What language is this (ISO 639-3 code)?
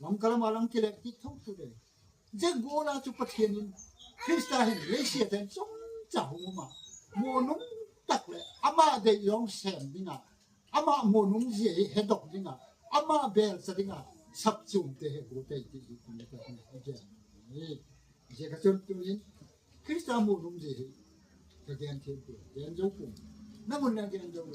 gnb